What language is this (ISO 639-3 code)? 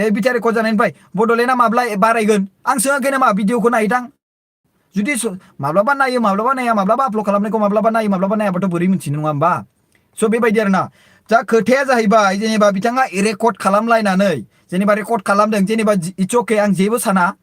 brx